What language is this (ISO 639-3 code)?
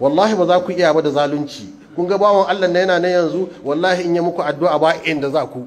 hau